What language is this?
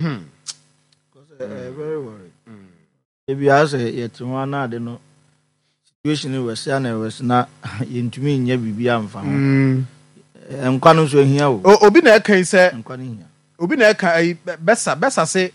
Akan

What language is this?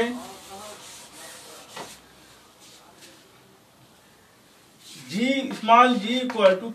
Hindi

